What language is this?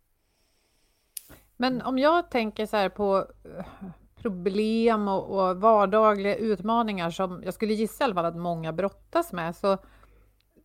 Swedish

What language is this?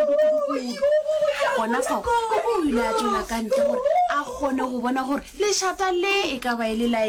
Northern Sotho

